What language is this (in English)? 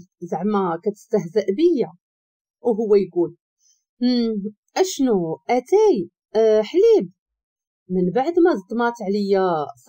Moroccan Arabic